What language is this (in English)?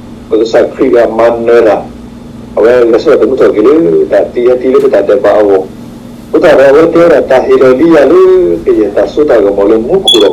S'gaw Karen